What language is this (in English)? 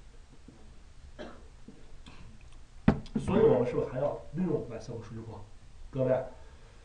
Chinese